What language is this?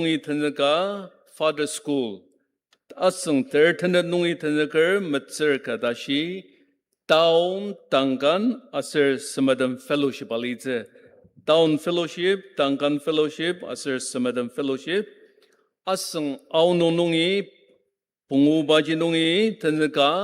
Ao Naga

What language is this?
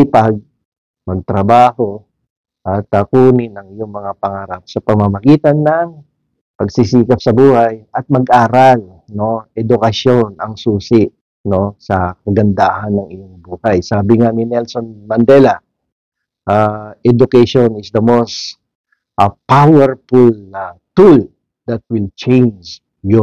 Filipino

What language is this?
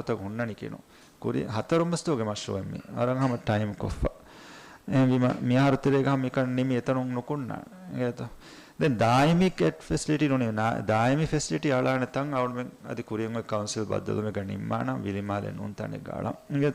Divehi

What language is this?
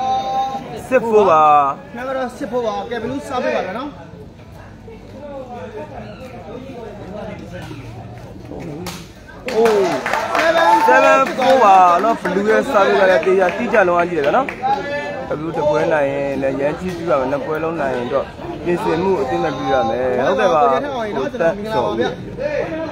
Burmese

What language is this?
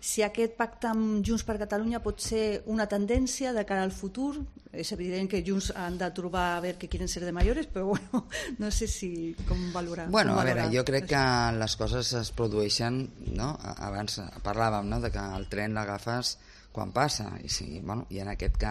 Catalan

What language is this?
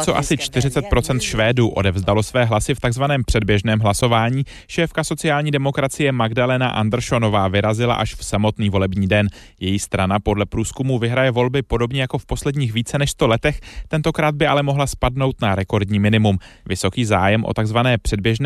Czech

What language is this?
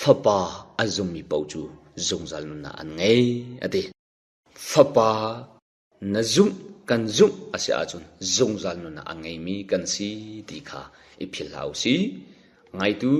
Hakha Chin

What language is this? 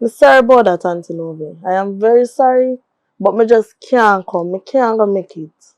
Jamaican Creole English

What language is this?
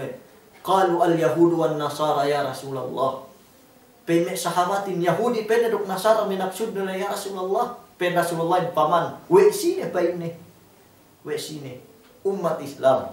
Yakan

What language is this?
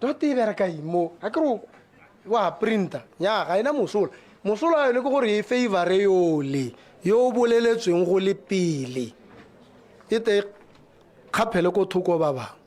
Tswana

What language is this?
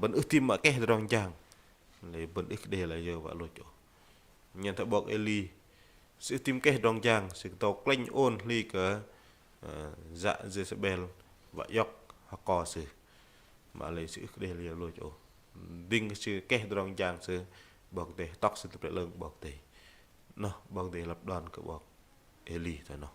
Bahnar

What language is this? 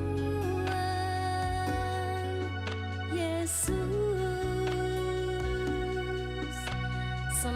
Iban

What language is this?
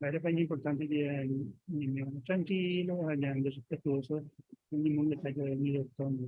Guarani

